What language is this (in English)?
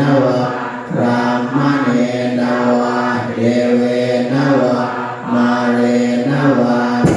Pali